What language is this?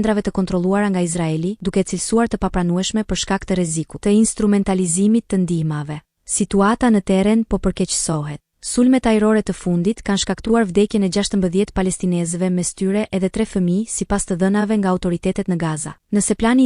Albanian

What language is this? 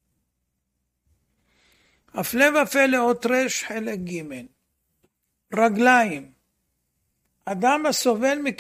Hebrew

